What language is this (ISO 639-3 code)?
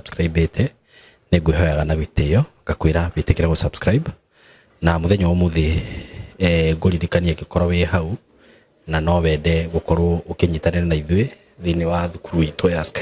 kik